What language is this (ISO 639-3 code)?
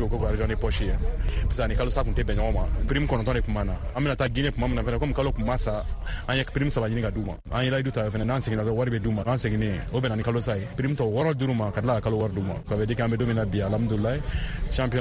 bam